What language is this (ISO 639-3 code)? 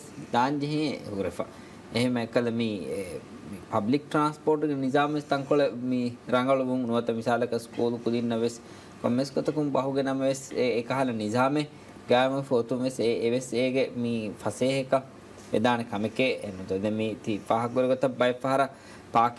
div